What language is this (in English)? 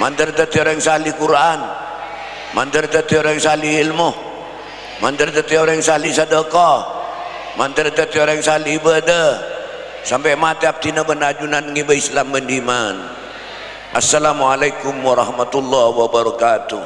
Madurese